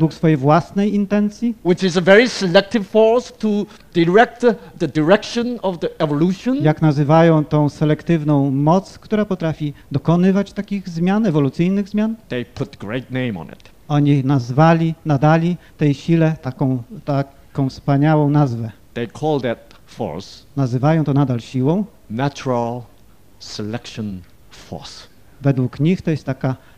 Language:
Polish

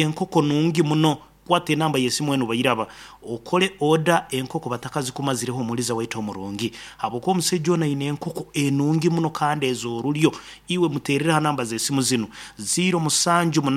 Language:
Nyankole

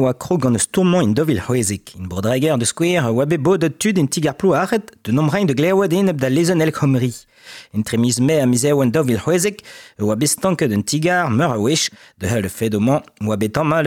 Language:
Breton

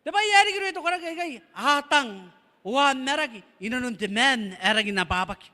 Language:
Gilbertese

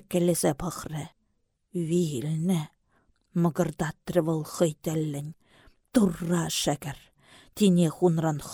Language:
Chuvash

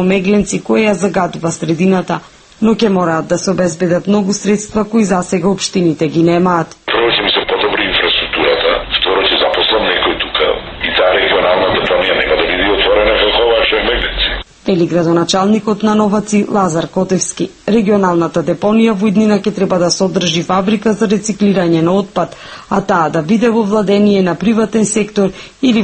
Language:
Macedonian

